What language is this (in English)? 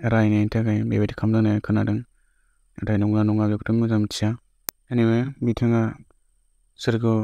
Bodo